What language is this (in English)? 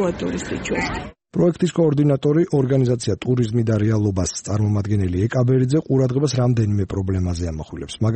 Georgian